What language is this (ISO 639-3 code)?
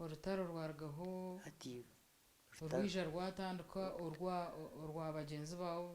nyn